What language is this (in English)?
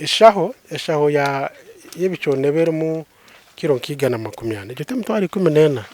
Nyankole